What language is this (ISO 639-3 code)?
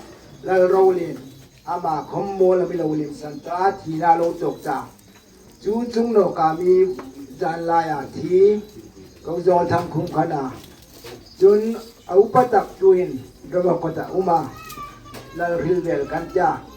hmr